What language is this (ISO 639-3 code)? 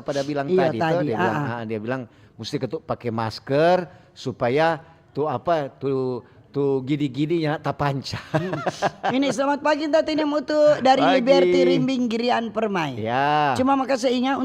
xmm